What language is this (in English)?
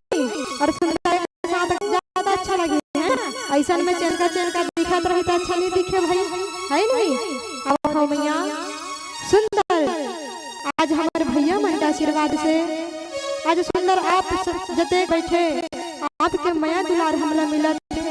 Chhattisgarhi